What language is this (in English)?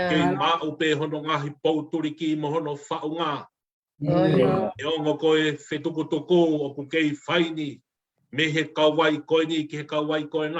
Tongan